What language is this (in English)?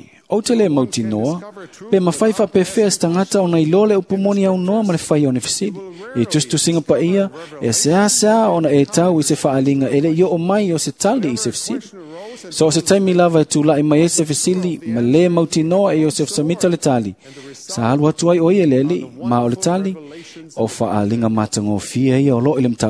Samoan